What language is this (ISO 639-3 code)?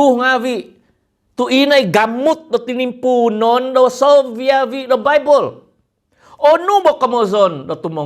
dtp